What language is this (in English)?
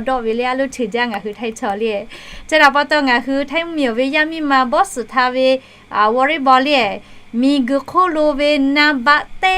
Lahu